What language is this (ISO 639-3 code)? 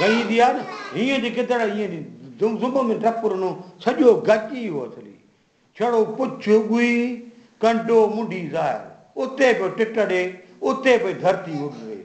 snd